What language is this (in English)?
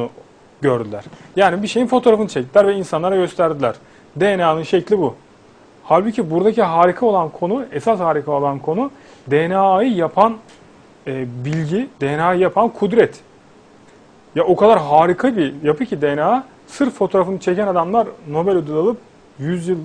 Turkish